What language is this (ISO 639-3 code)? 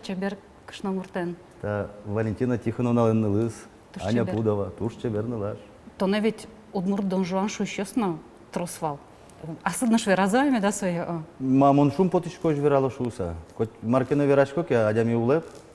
udm